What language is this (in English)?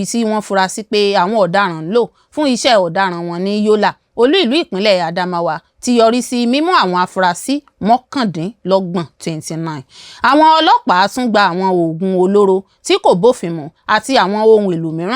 Yoruba